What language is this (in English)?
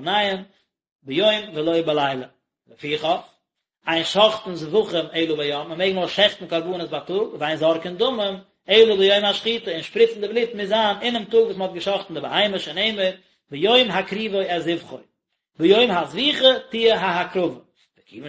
Yiddish